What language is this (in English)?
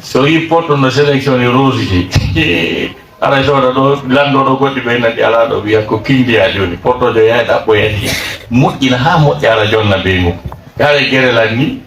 Fula